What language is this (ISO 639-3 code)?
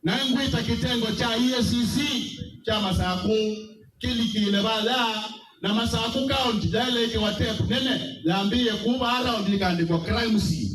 kam